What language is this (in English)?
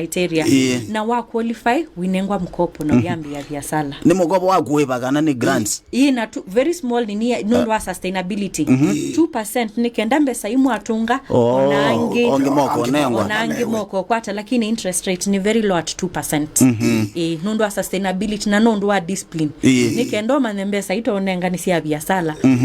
Kamba